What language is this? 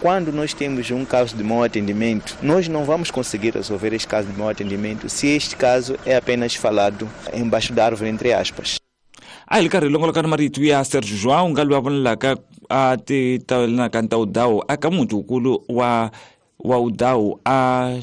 Tsonga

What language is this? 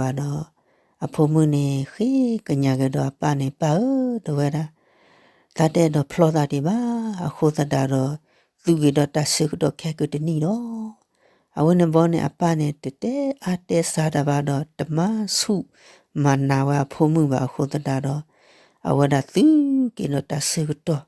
S'gaw Karen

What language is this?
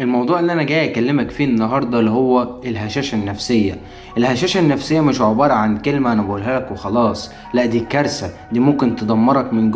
Egyptian Arabic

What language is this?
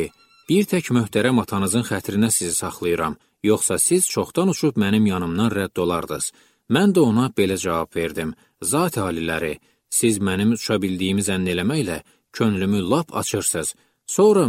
Azerbaijani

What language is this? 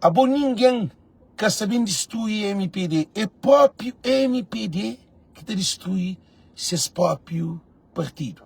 Kabuverdianu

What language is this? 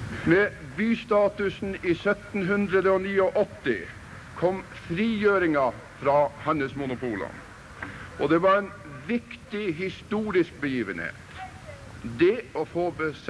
Norwegian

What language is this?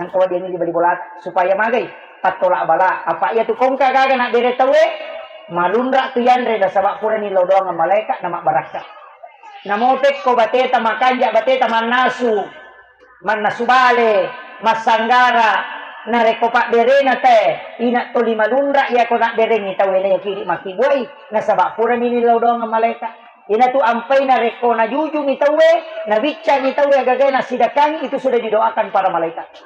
Buginese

